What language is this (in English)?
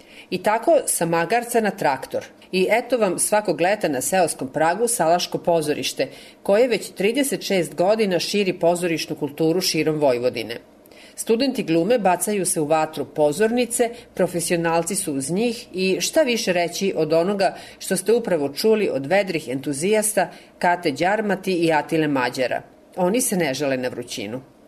Serbian